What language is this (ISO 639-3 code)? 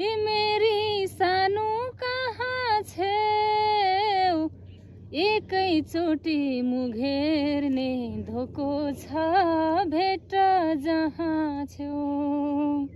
nep